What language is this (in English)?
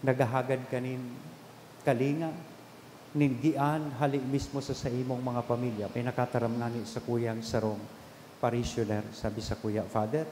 Bikol